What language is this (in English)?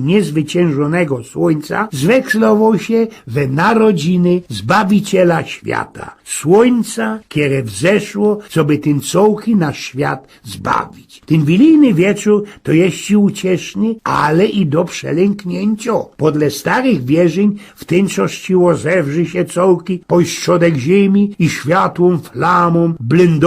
Silesian